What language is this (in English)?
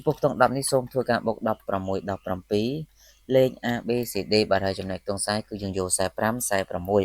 Khmer